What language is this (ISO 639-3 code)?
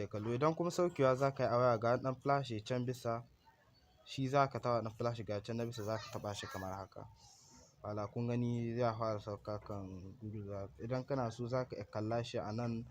hau